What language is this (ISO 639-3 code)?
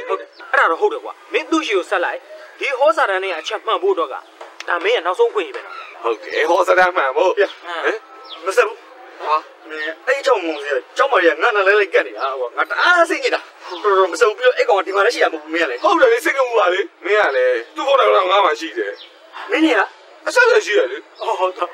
mya